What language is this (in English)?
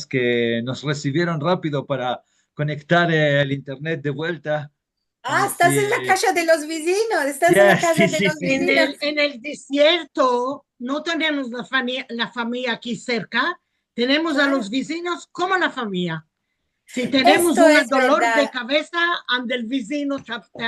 Ladino